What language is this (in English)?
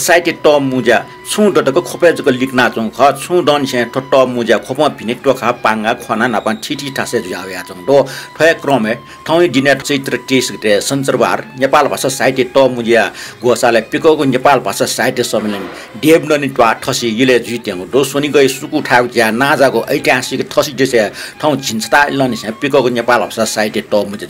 Newari